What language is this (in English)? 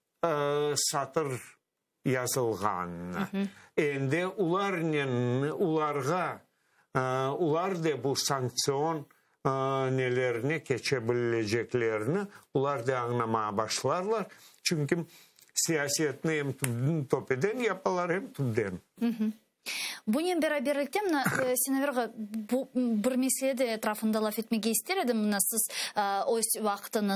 Crimean Tatar